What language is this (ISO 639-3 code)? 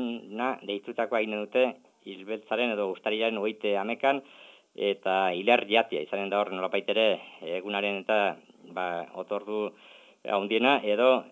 eus